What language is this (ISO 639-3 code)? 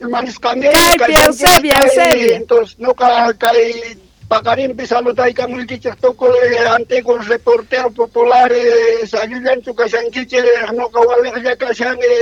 que